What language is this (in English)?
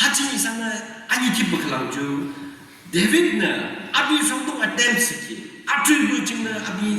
Yimchungru Naga